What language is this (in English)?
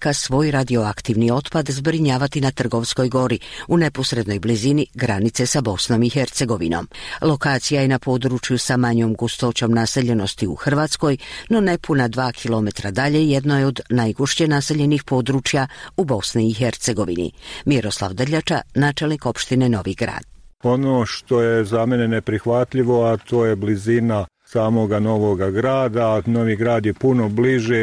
Bosnian